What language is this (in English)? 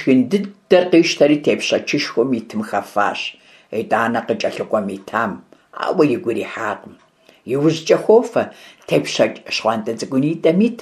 Kabardian